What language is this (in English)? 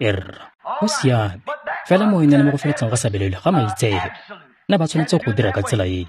Tswana